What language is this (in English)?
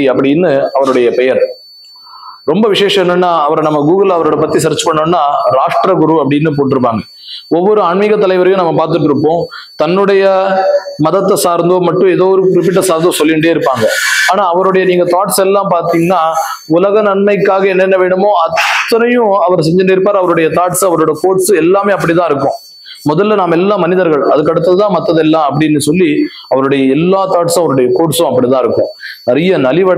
Tamil